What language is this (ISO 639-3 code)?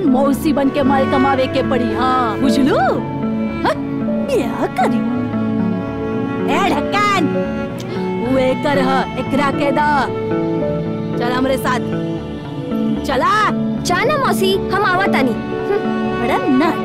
bho